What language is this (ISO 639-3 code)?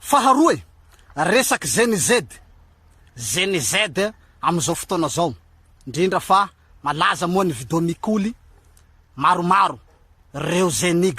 mlg